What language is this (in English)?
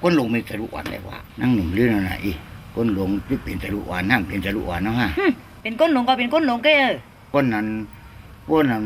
Shan